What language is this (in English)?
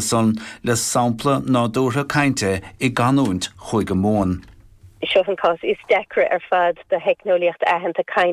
Irish